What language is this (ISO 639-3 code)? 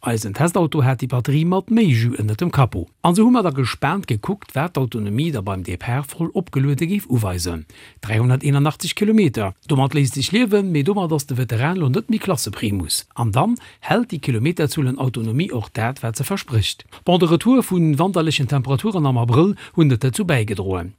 ltz